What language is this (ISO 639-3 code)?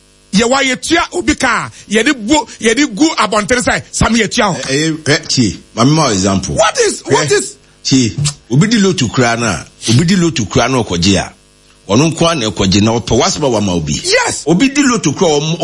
aka